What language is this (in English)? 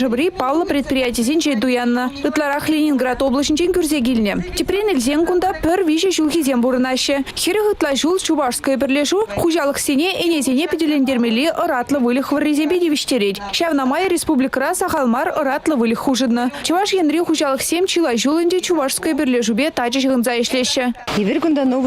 Chuvash